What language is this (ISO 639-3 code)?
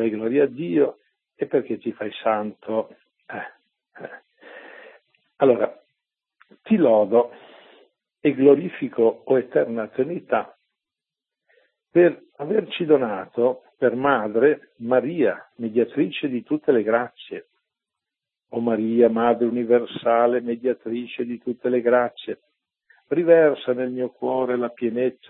ita